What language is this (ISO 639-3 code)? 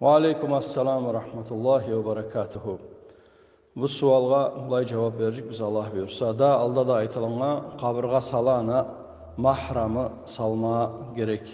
kum